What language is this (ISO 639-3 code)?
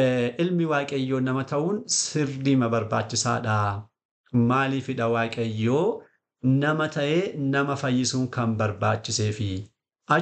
orm